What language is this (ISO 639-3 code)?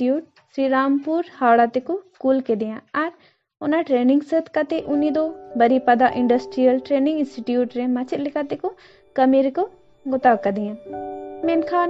sat